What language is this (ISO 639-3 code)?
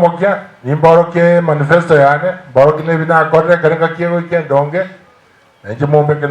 guz